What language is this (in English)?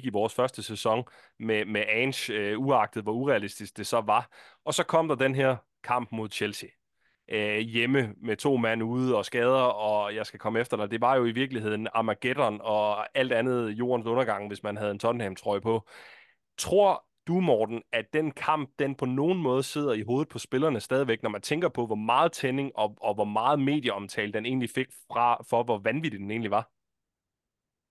Danish